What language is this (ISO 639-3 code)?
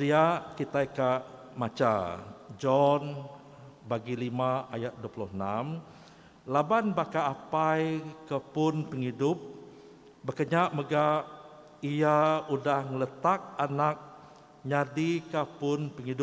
iba